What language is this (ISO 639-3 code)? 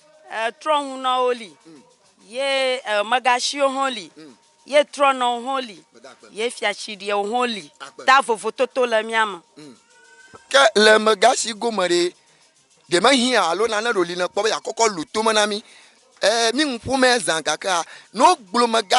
ewe